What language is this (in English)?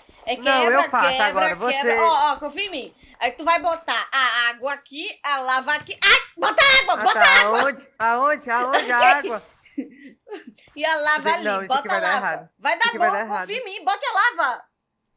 Portuguese